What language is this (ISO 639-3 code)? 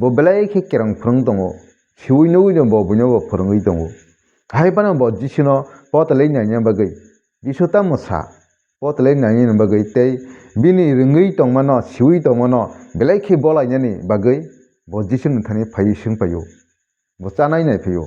trp